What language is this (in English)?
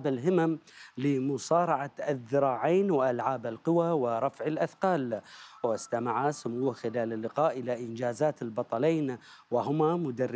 Arabic